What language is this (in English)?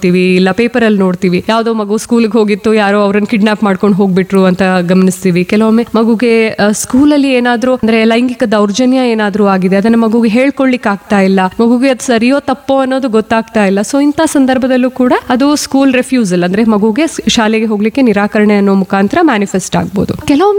Kannada